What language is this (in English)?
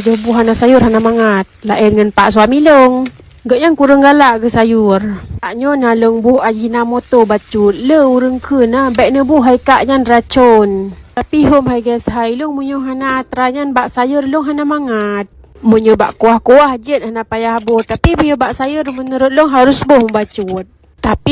Achinese